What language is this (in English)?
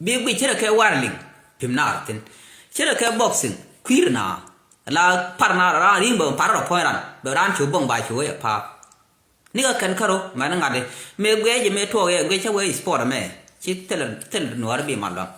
Nuer